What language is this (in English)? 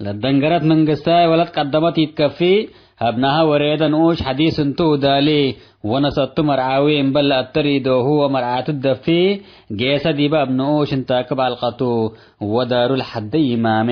Tigre